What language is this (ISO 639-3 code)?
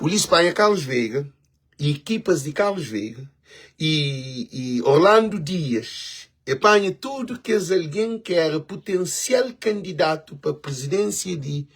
kea